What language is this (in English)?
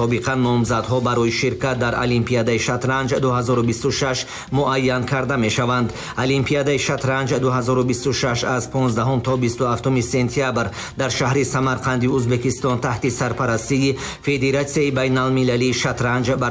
Tajik